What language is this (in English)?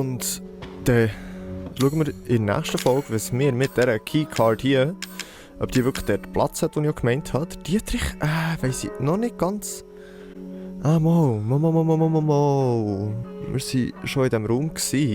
Swiss German